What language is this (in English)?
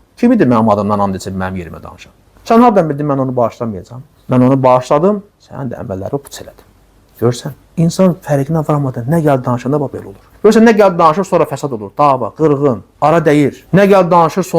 Azerbaijani